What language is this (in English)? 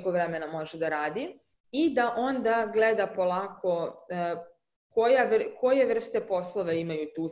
Serbian